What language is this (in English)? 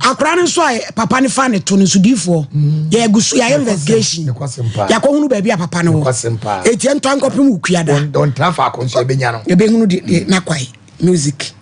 Akan